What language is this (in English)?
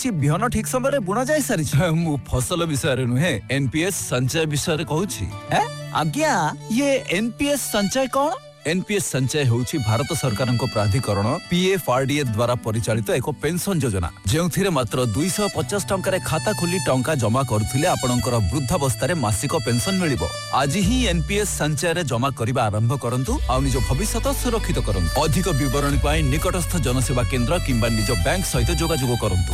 Odia